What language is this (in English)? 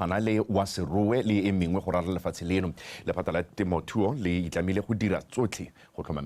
Tswana